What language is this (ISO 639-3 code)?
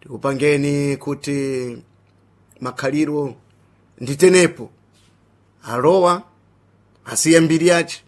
seh